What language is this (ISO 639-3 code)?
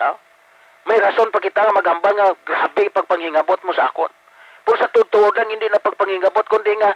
hil